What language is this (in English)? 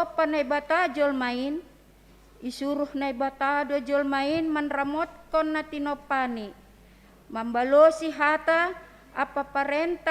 Batak Simalungun